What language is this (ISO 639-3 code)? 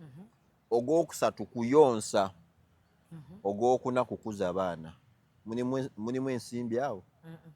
lug